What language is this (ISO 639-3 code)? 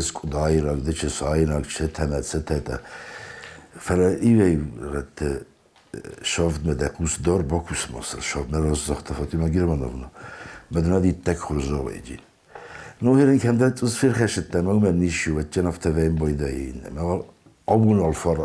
oss